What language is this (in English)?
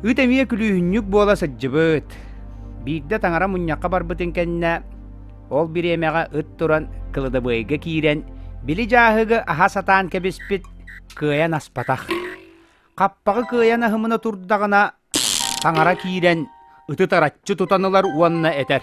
Yakut